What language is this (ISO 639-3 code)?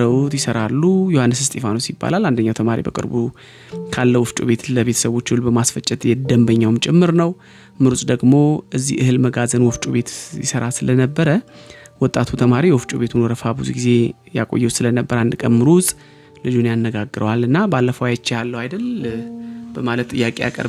amh